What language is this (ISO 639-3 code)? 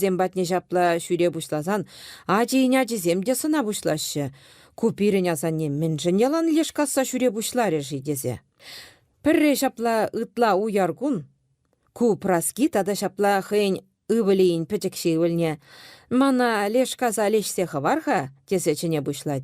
chv